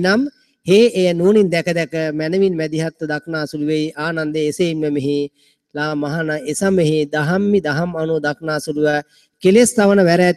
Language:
Sinhala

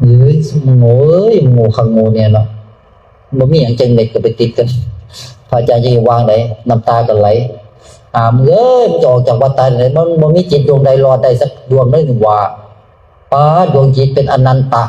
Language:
Northeastern Thai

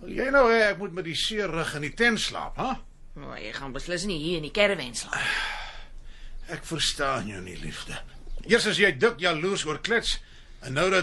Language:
Afrikaans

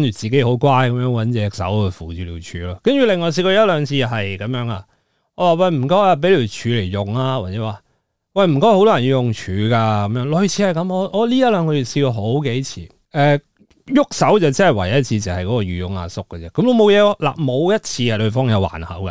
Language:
Cantonese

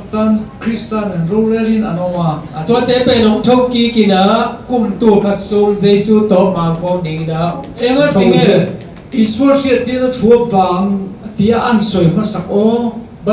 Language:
Tedim Chin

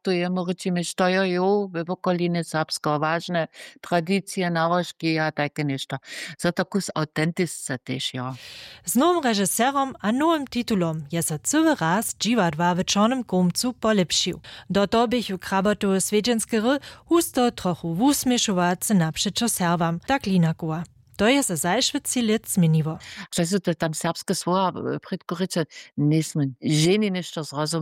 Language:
Upper Sorbian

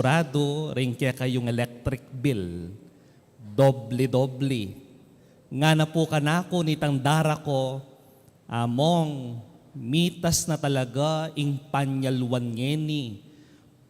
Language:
Pampanga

